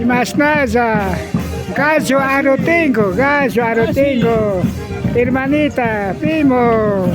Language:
Imbabura Highland Quichua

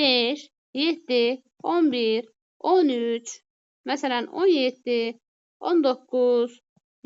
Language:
Azerbaijani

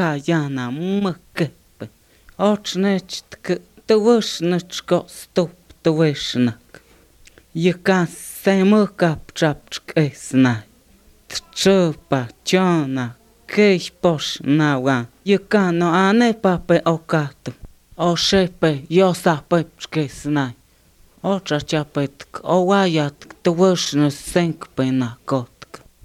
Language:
Serbian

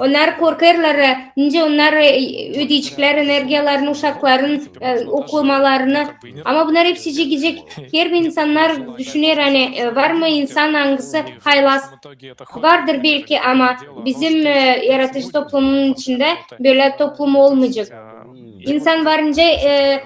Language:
Gagauz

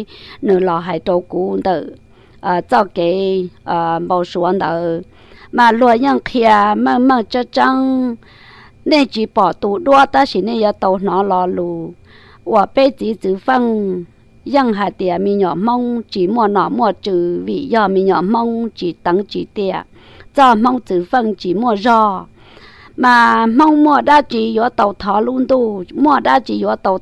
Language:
Hmong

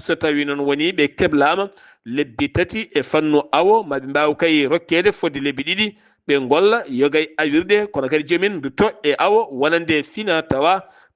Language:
Fula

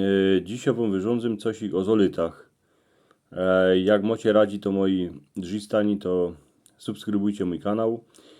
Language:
Silesian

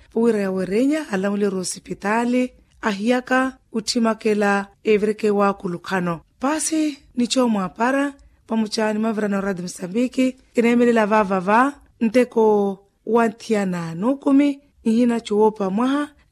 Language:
Makhuwa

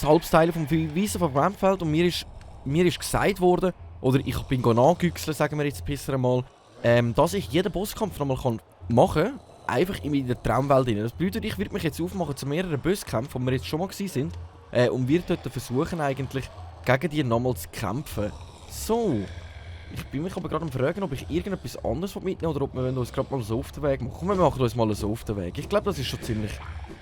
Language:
Swiss German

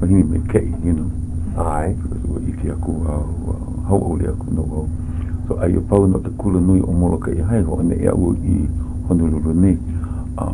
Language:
Hawaiian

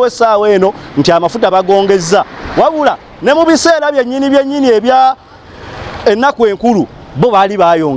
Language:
Ganda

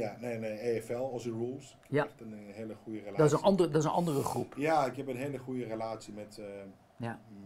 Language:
Dutch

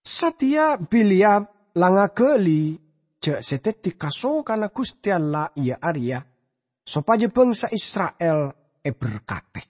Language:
Madurese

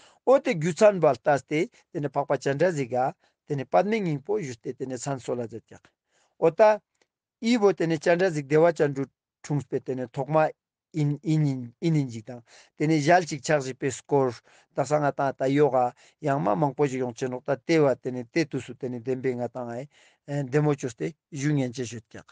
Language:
Ladakhi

